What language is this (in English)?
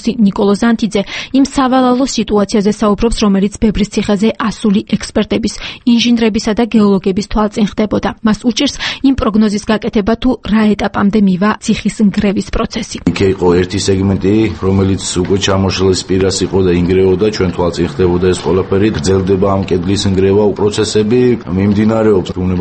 Georgian